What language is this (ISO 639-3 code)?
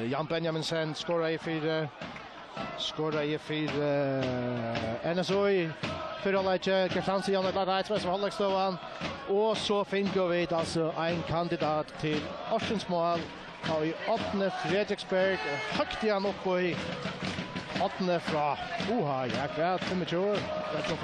fao